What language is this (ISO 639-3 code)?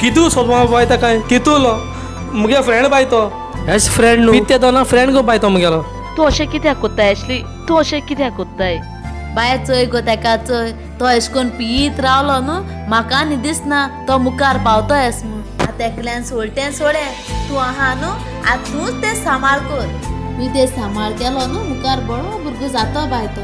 kok